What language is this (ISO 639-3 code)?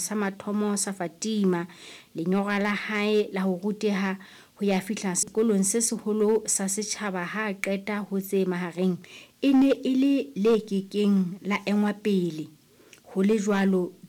sot